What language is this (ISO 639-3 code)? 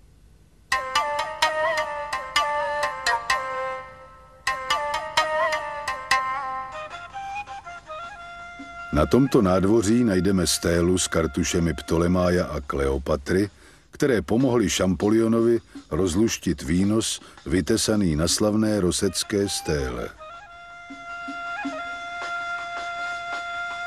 ces